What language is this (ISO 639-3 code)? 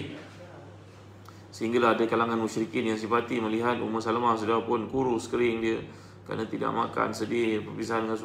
msa